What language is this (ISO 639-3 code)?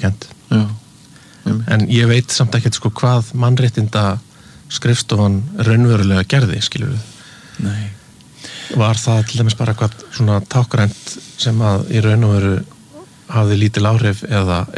isl